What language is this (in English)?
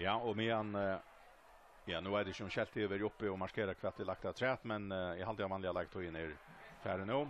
Faroese